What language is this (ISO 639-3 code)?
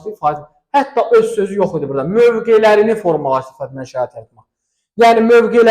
aze